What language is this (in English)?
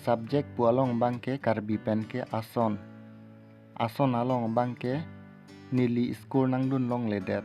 Karbi